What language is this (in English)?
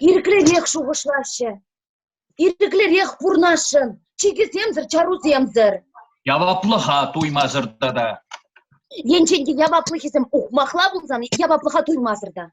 Chuvash